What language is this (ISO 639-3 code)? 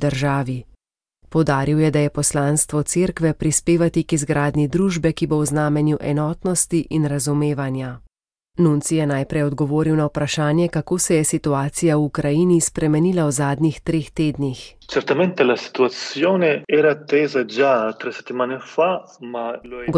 slv